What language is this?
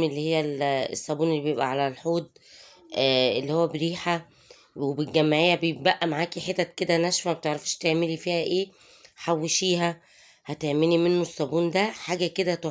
Egyptian Arabic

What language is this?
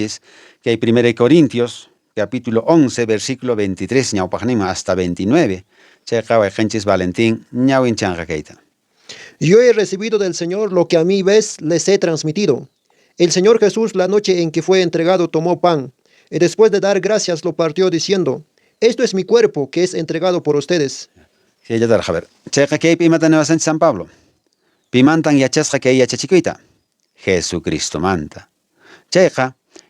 Quechua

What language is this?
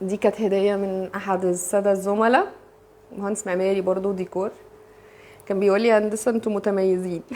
Egyptian Arabic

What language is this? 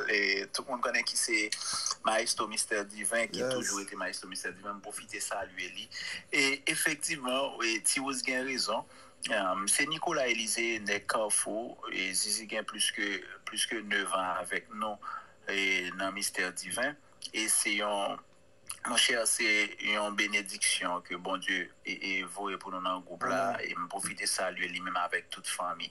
Haitian Creole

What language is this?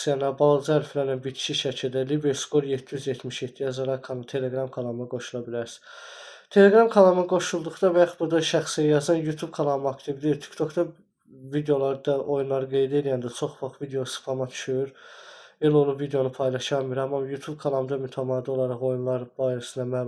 Azerbaijani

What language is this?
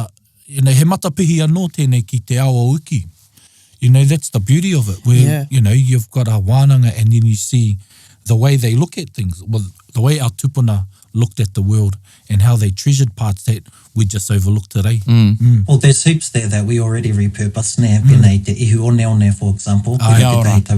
Māori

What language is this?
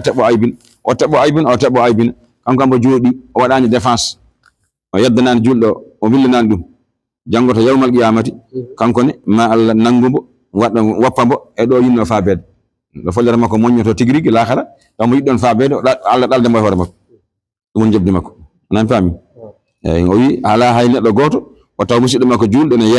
Fula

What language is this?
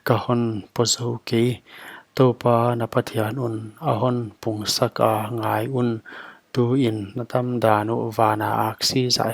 Paite Chin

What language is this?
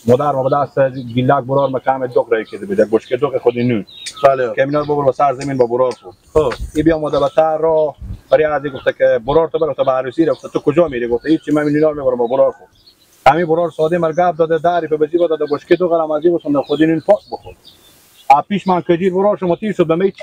Persian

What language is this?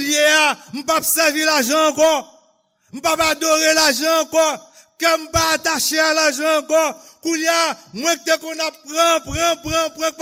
Haitian Creole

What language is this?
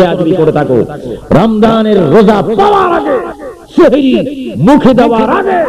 Bangla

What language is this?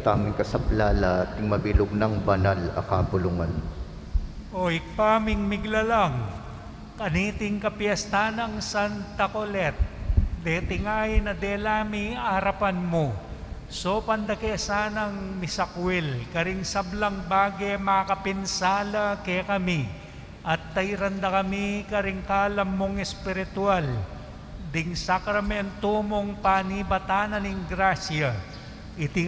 Pampanga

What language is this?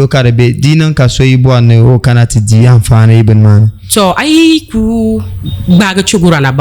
Dagbani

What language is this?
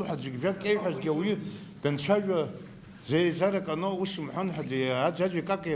Abkhazian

